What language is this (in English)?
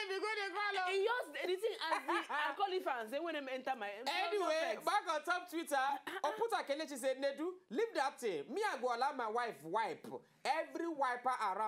Nigerian Pidgin